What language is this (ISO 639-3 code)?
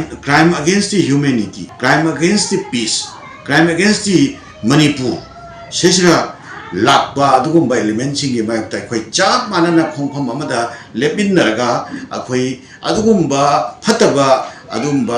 mni